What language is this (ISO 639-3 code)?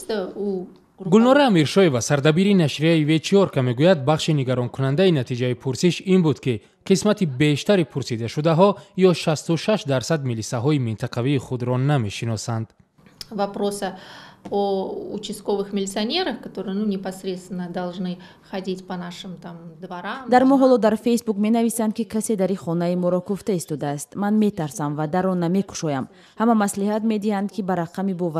tgk